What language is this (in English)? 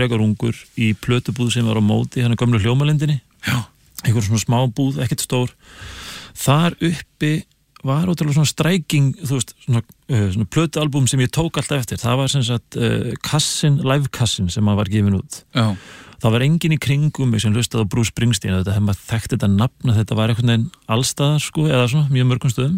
Icelandic